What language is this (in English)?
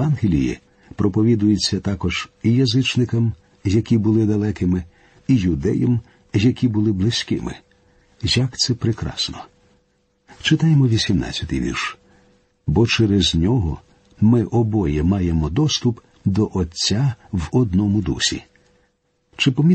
Ukrainian